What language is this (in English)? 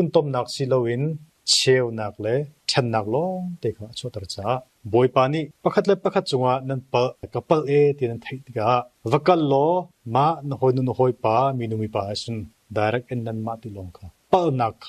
Hakha Chin